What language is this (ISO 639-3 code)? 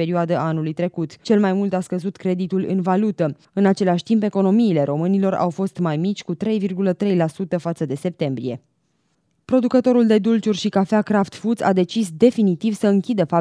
ron